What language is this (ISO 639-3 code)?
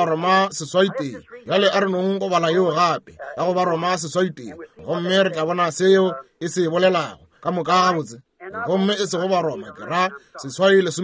nso